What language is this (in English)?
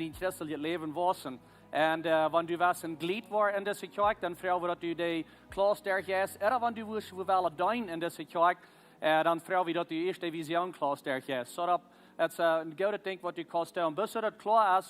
Plautdietsch